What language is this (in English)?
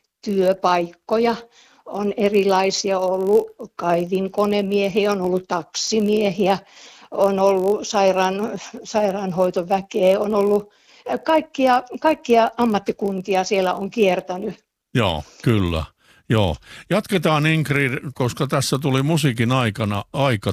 Finnish